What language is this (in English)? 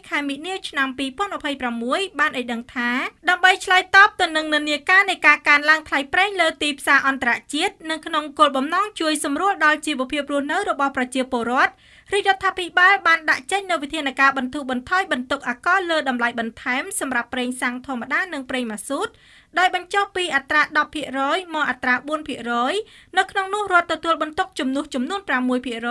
Khmer